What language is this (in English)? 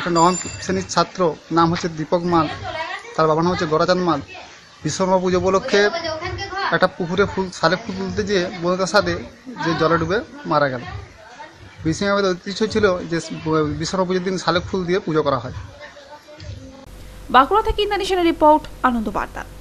Bangla